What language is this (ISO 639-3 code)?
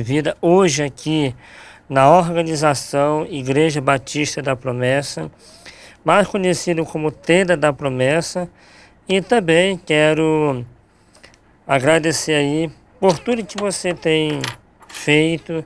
por